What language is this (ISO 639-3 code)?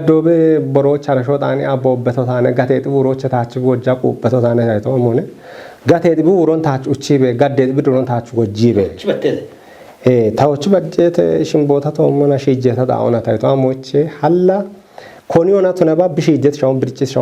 kbr